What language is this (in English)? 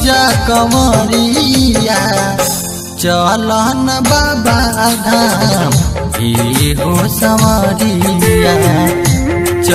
Bhojpuri